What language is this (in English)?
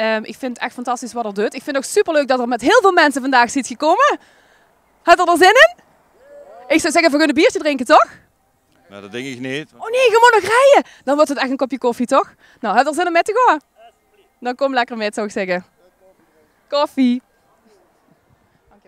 Dutch